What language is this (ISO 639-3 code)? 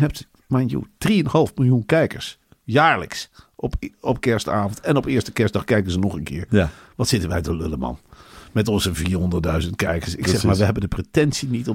nld